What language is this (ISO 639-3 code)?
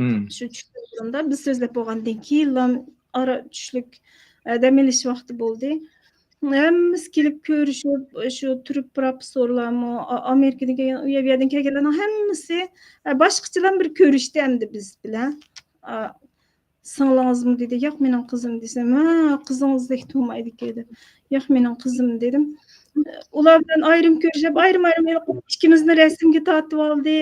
uig